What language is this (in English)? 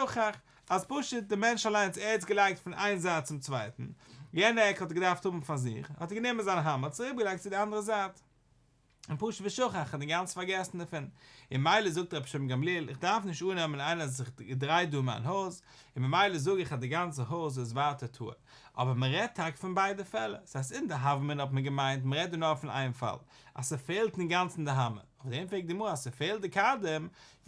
Yiddish